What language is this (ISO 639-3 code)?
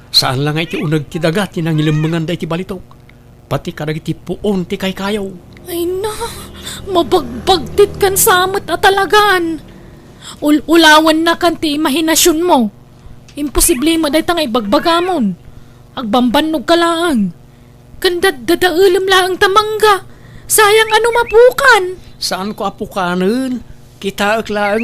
ilo